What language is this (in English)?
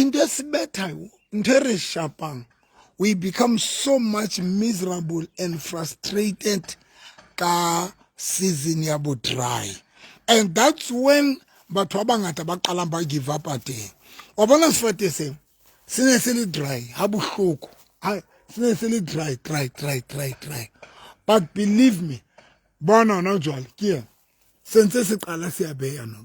Southern Sotho